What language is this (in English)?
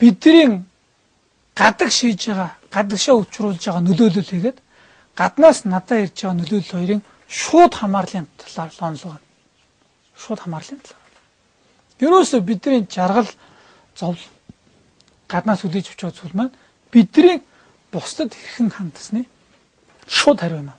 Mongolian